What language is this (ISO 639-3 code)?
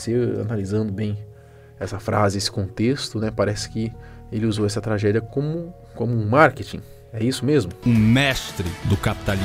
por